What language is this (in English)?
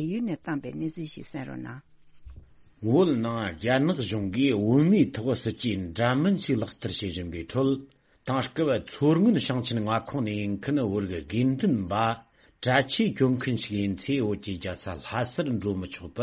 Tibetan